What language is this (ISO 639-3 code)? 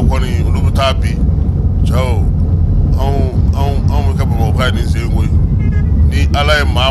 bam